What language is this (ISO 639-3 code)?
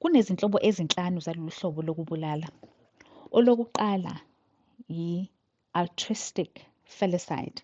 zul